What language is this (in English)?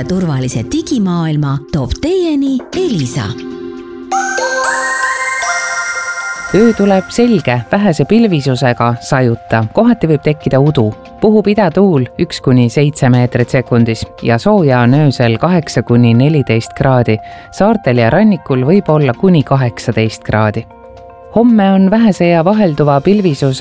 Estonian